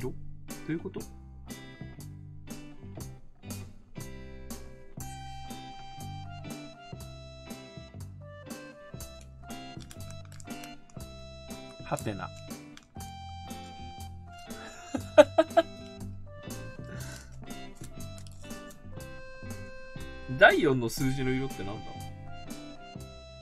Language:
Japanese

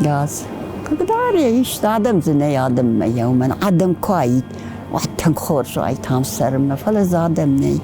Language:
Ossetic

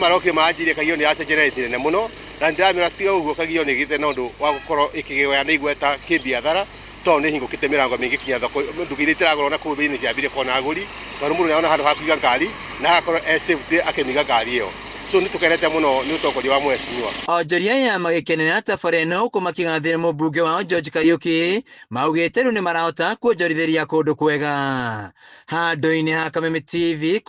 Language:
Kikuyu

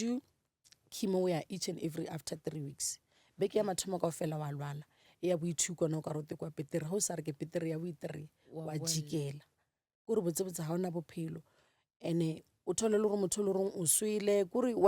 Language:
Northern Sotho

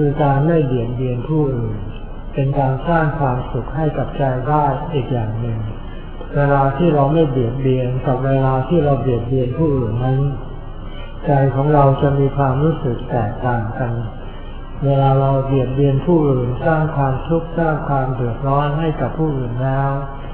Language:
Thai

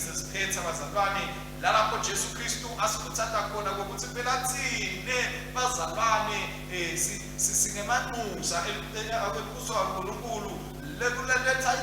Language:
Swati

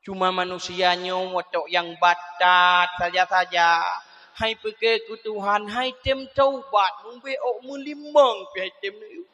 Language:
Achinese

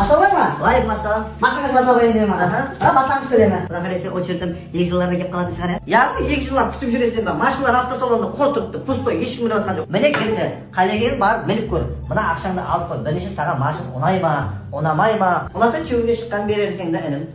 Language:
Kara-Kalpak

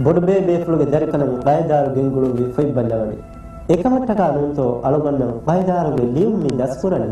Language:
Divehi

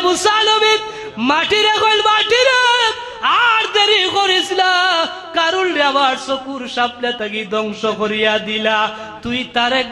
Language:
Sylheti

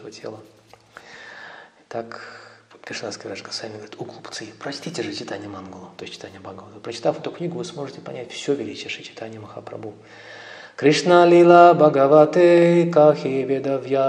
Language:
Russian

